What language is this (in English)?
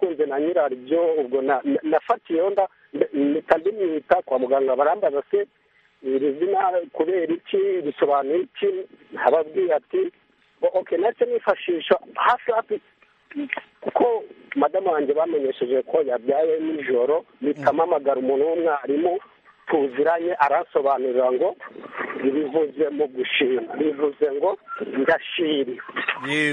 Kinyarwanda